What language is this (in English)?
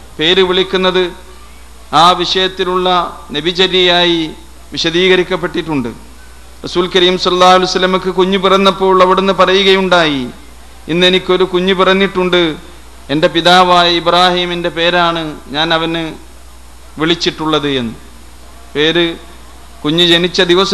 Malayalam